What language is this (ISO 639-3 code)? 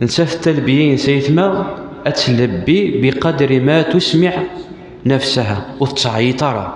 kab